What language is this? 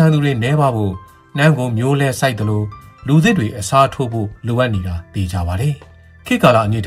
Burmese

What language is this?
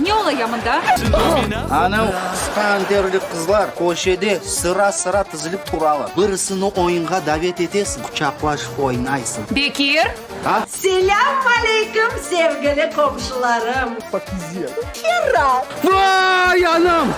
Crimean Tatar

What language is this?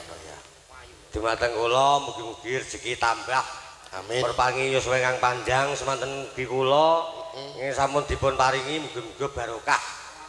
Javanese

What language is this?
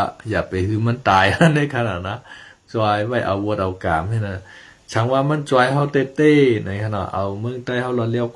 Shan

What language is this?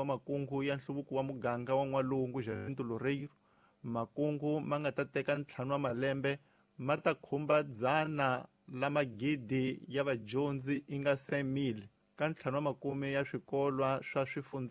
Tsonga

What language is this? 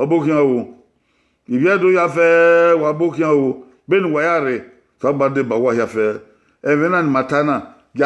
Bini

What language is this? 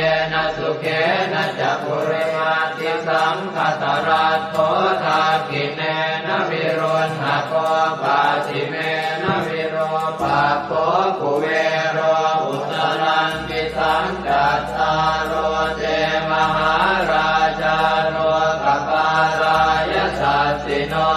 Pali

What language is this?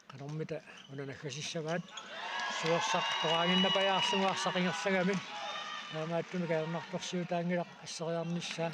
Kalaallisut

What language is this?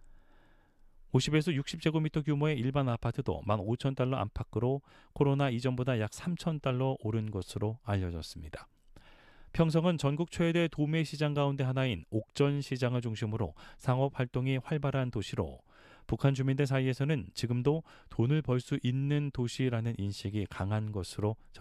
Korean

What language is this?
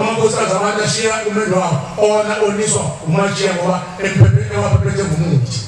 Zulu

